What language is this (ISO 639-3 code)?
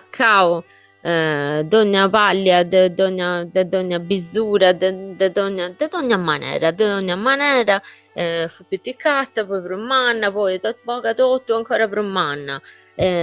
srd